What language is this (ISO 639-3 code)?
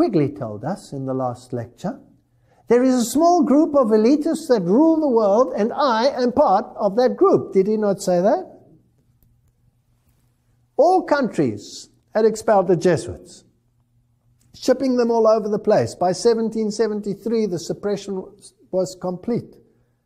eng